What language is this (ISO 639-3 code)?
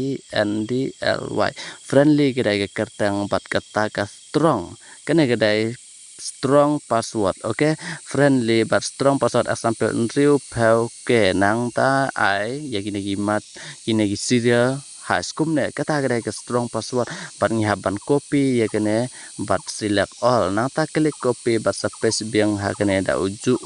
kha